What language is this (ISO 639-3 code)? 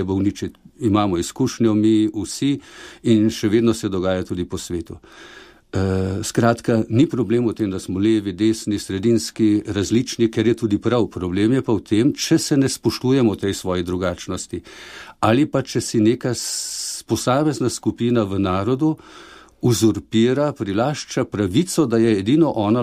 slv